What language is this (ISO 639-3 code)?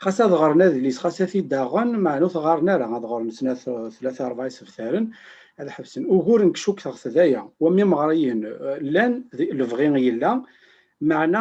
kab